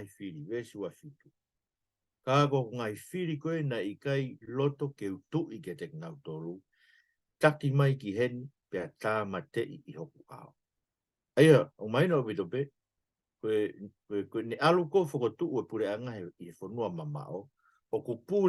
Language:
Tongan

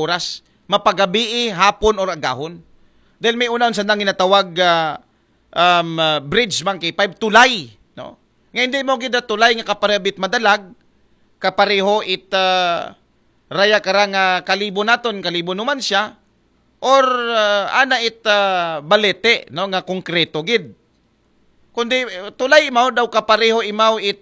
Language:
Aklanon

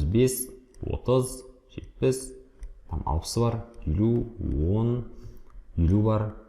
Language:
Kazakh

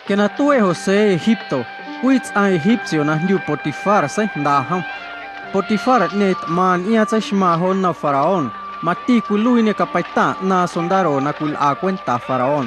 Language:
Guerrero Amuzgo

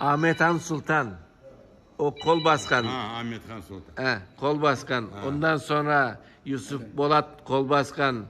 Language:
Crimean Tatar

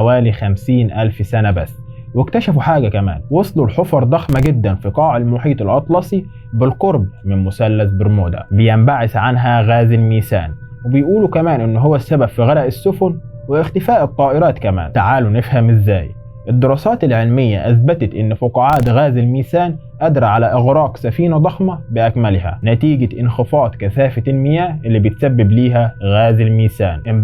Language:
Egyptian Arabic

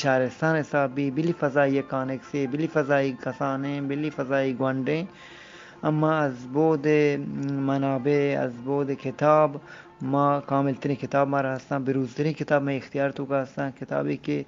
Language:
Eastern Balochi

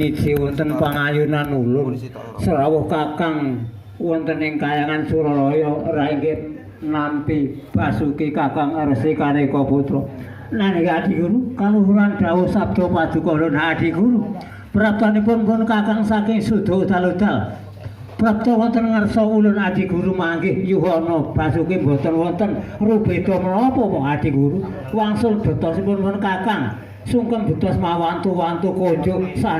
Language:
Javanese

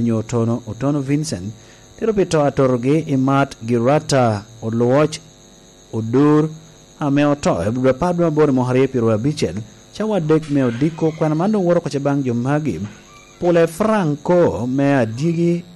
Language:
Lango (Uganda)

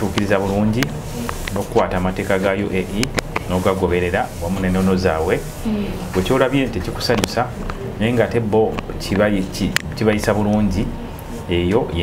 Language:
Ganda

